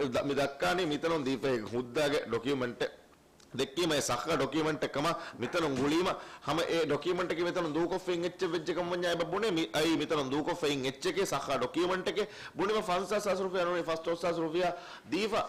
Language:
Divehi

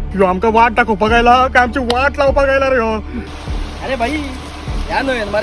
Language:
Konkani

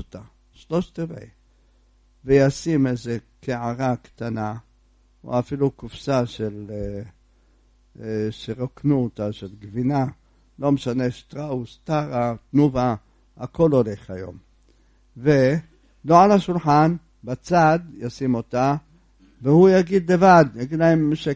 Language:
Hebrew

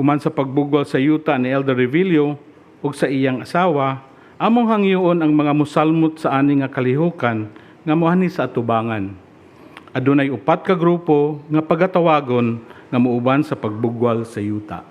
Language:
Cebuano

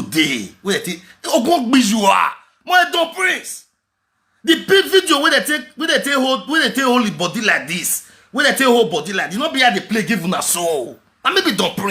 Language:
Nigerian Pidgin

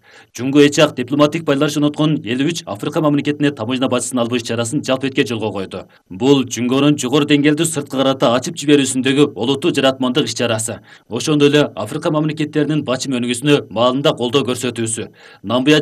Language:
Kyrgyz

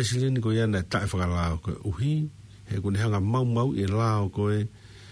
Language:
Tongan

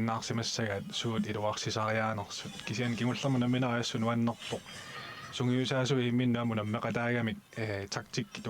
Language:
Kalaallisut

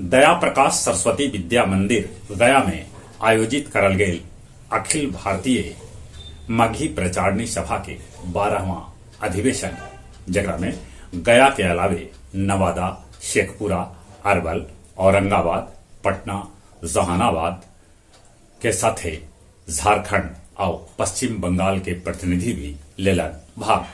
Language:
Magahi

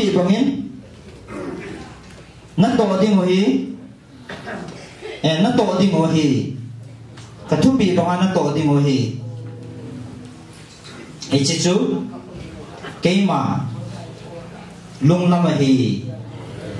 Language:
Vietnamese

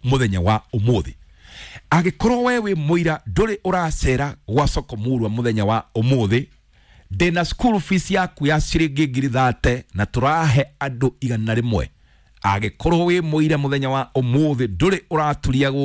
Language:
Kikuyu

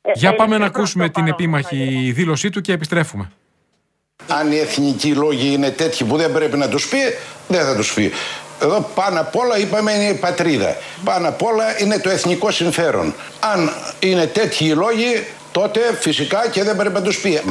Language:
Greek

